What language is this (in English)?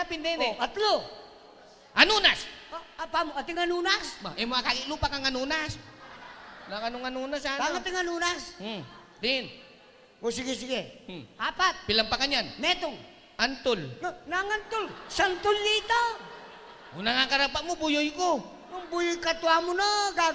Pampanga